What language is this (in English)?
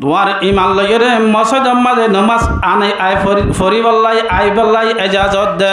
Rohingya